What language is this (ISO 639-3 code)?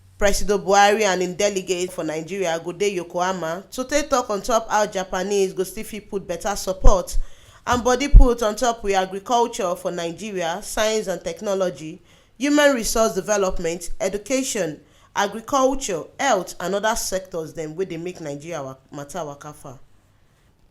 pcm